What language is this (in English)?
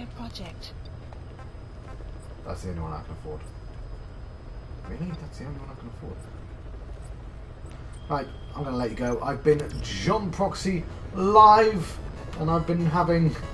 English